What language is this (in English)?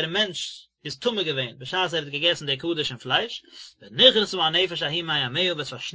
Yiddish